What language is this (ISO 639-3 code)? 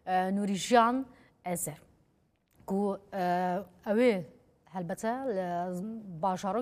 kur